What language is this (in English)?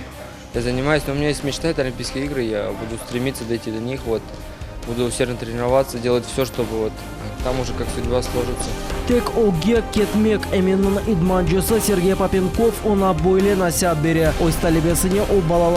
Crimean Tatar